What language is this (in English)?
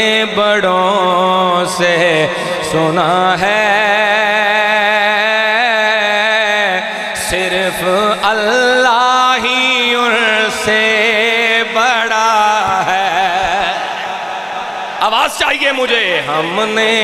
Urdu